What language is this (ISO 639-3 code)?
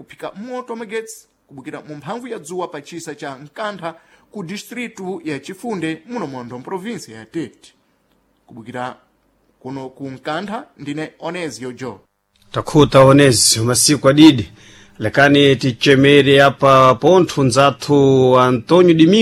seh